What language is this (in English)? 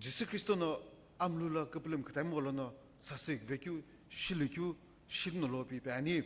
Sumi Naga